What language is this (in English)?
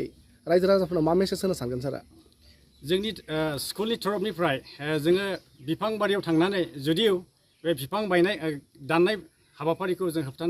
Bodo